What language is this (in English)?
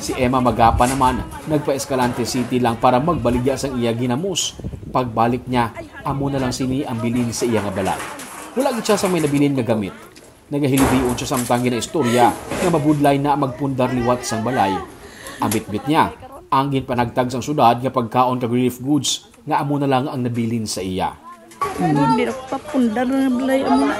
Hiligaynon